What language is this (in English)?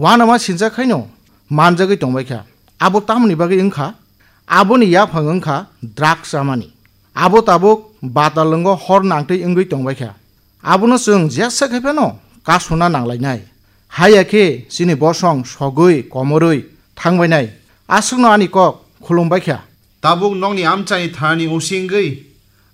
Kok Borok